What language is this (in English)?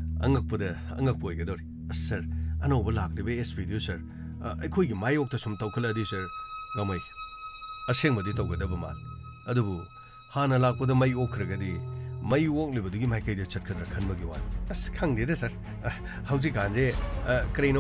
Manipuri